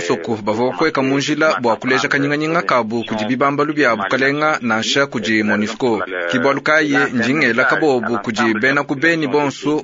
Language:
Luba-Lulua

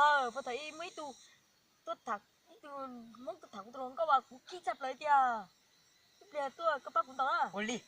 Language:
Hmong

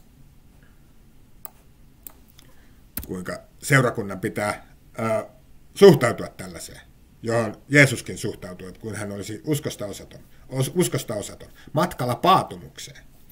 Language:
Finnish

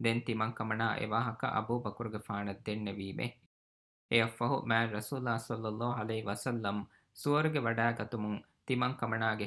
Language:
Divehi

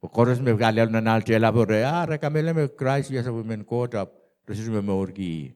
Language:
Pohnpeian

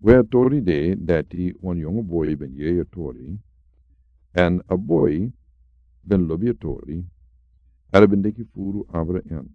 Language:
Sranan Tongo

